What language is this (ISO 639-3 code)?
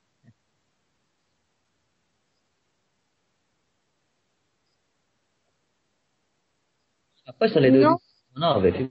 ita